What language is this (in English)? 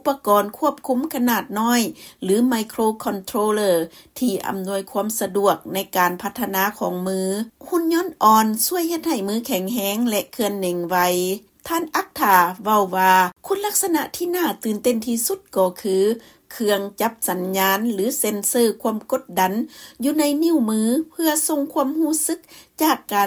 Lao